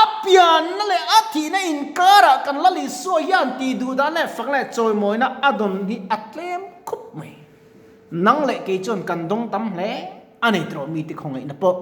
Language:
Mizo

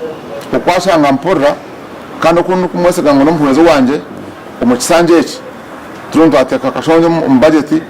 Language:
Nyankole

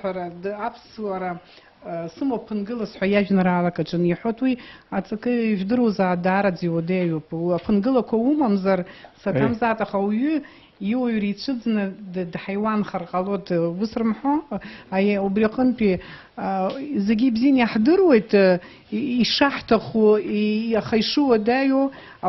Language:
Abkhazian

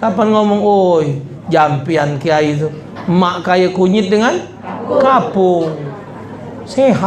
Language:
Musi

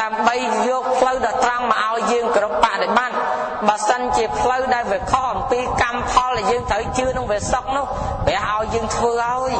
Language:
Khmer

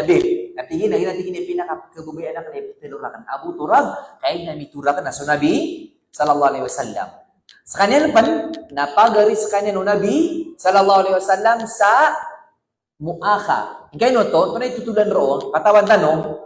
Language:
Maranao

